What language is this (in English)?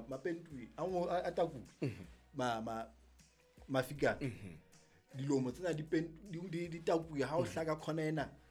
Southern Sotho